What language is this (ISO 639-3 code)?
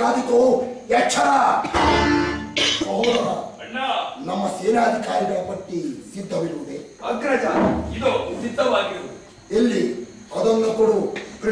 kan